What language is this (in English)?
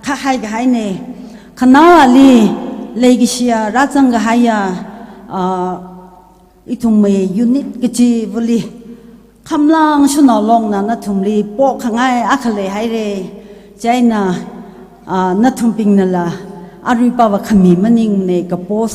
Tangkhul Naga (India)